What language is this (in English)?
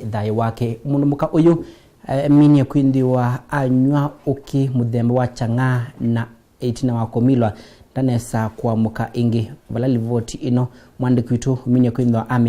Kamba